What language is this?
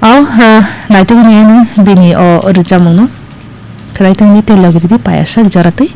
Kok Borok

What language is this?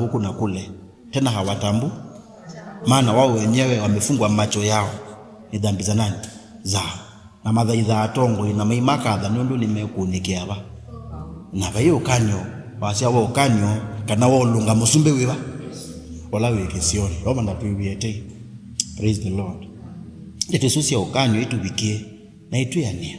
Kamba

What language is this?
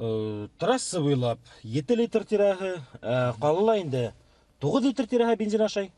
Bashkir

